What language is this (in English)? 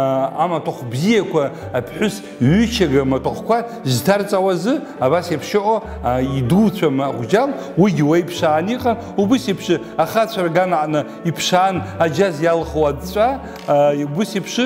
Abkhazian